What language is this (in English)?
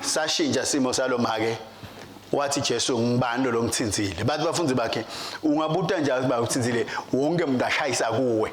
Swati